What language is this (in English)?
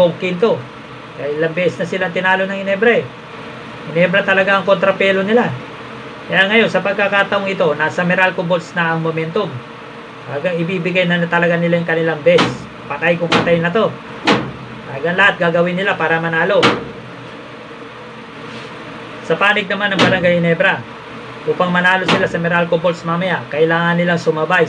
Filipino